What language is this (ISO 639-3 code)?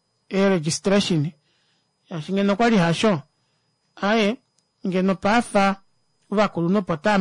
kua